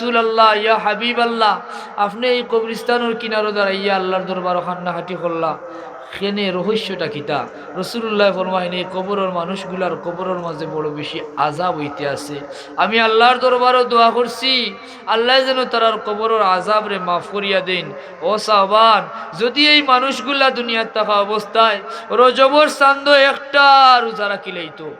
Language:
Sylheti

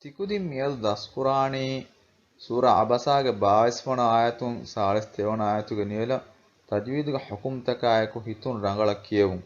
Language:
Divehi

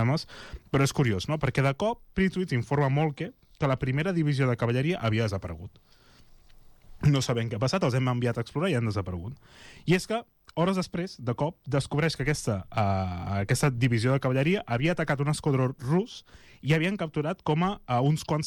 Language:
Catalan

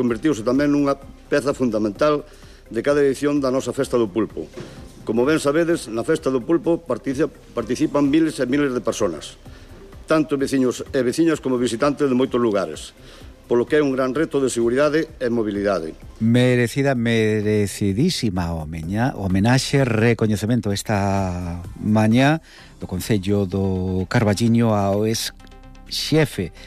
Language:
Galician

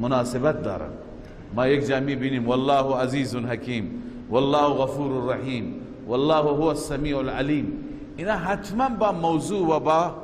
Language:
Persian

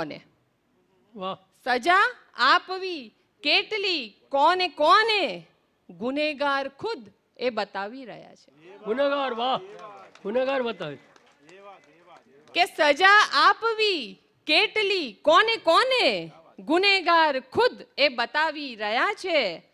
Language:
Gujarati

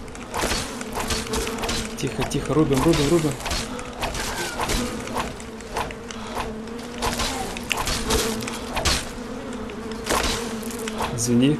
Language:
Russian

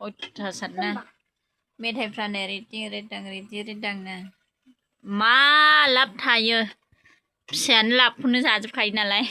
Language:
Bodo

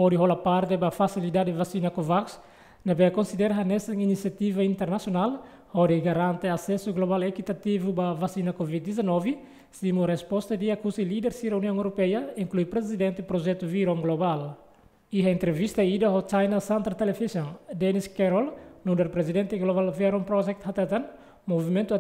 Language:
Tetum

